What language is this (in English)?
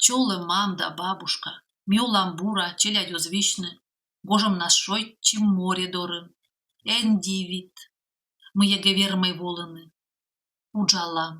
Komi